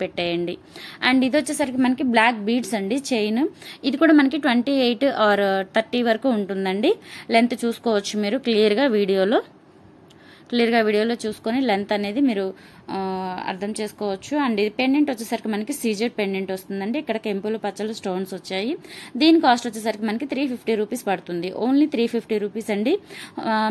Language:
Telugu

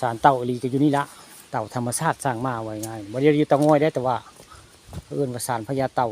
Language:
Northeastern Thai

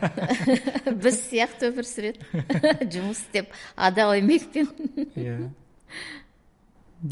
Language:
Kazakh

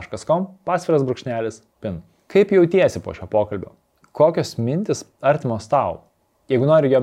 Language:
Lithuanian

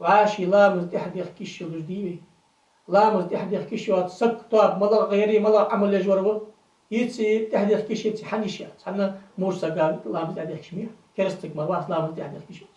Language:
Ingush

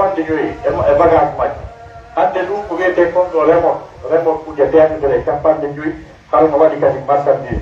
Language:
Pular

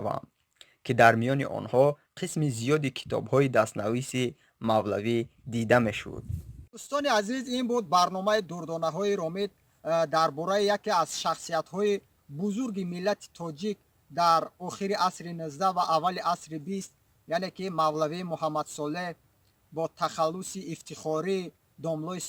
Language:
Tajik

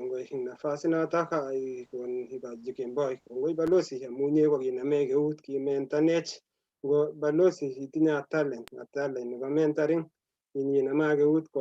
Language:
Kalenjin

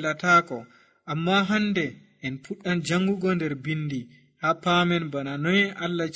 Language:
Nigerian Fulfulde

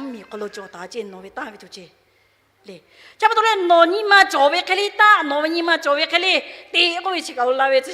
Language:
Lahu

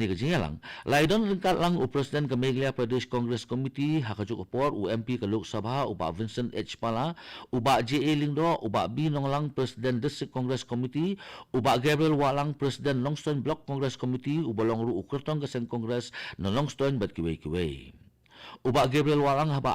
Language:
Khasi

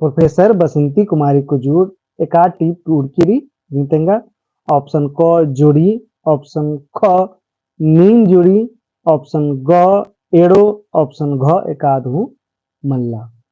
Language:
Kurukh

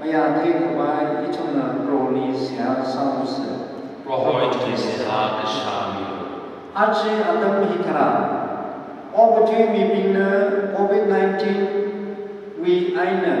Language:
Tangkhul Naga (India)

